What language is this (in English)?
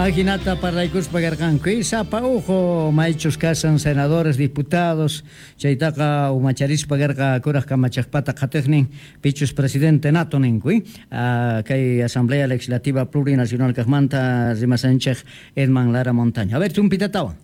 South Bolivian Quechua